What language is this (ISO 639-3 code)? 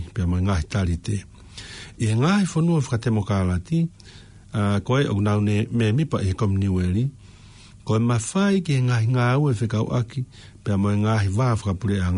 ton